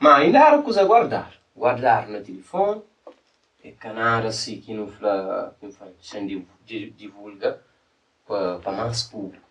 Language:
Kabuverdianu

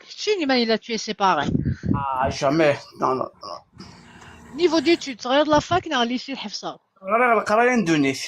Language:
Kabyle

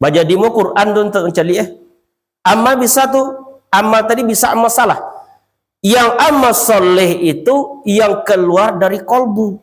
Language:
Minangkabau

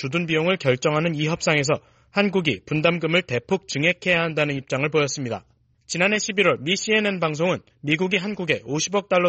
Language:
Korean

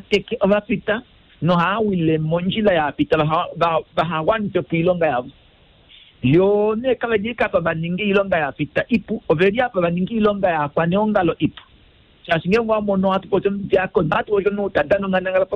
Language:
Kuanyama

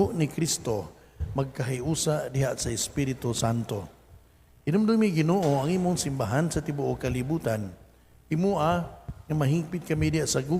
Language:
Cebuano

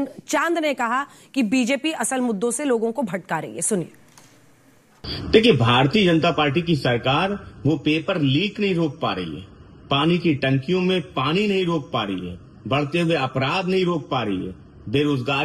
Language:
Hindi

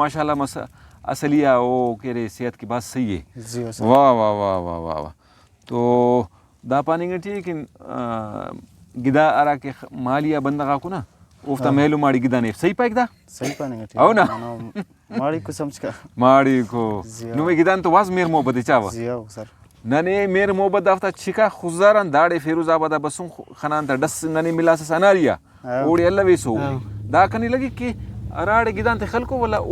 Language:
Brahui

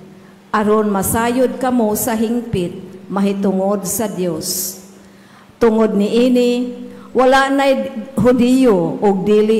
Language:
Cebuano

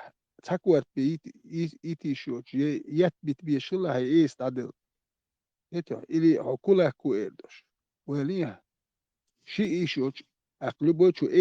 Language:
Chechen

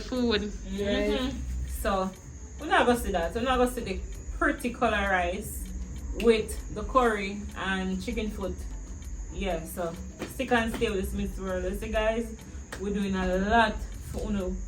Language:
Jamaican Creole English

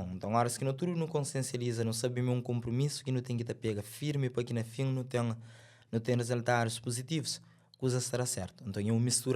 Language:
Kabuverdianu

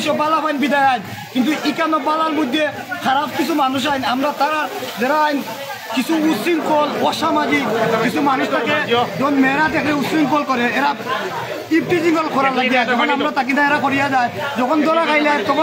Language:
Sylheti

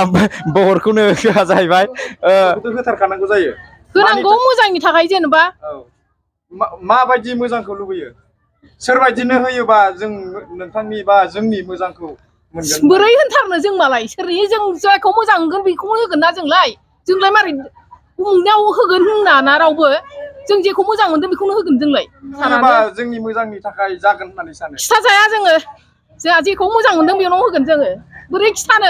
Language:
Bodo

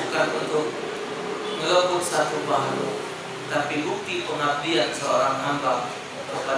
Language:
Musi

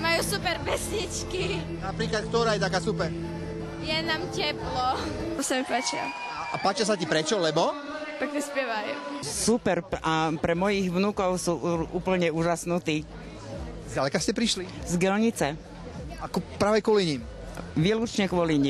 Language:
Slovak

